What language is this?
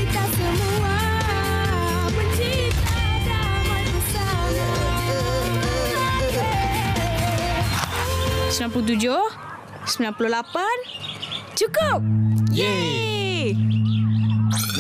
Malay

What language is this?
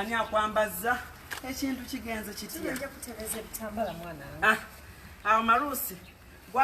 Ganda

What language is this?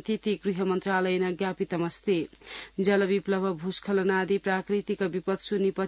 Sanskrit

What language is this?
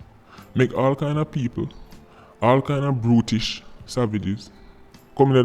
Jamaican Creole English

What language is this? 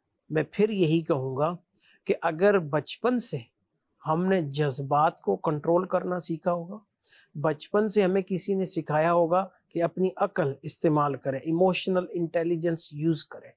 Urdu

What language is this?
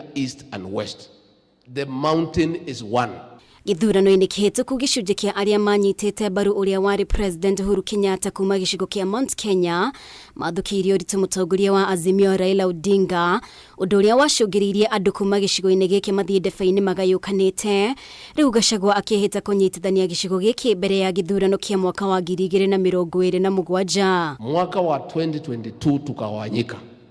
Kikuyu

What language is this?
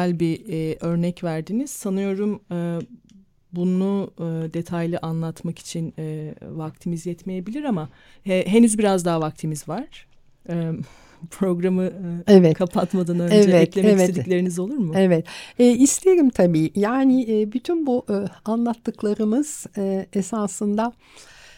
Turkish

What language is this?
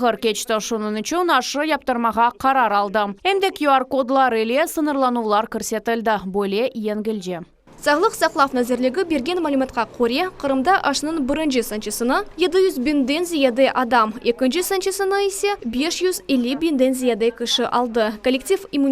Crimean Tatar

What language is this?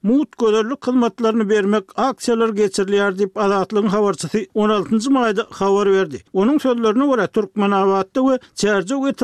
Turkmen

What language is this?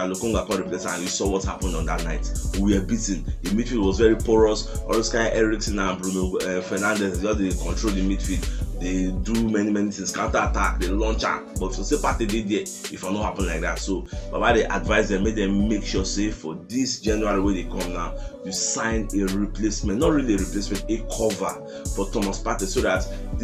Nigerian Pidgin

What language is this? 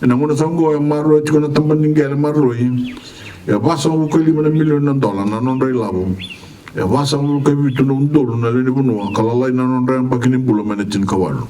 Fijian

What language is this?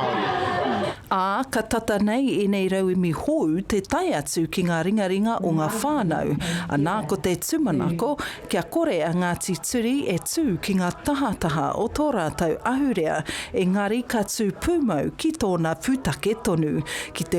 Māori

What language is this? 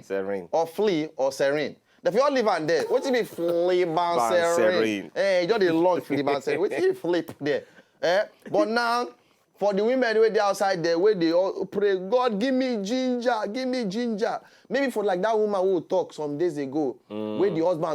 Nigerian Pidgin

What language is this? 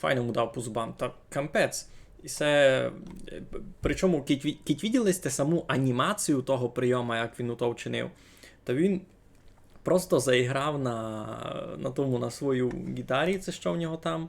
Rusyn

